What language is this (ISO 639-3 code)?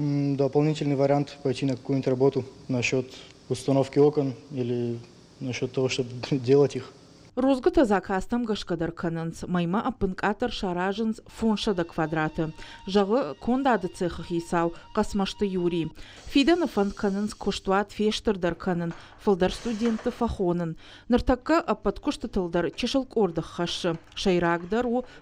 oss